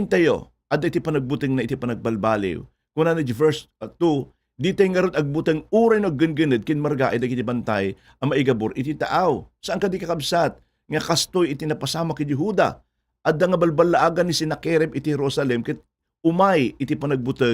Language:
Iloko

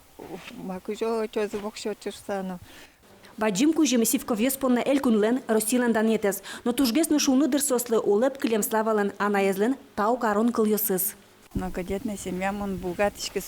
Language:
Udmurt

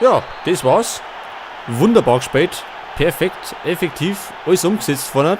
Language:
Bavarian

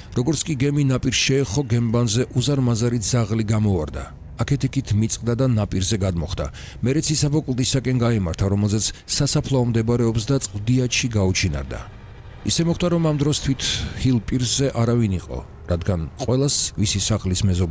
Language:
Georgian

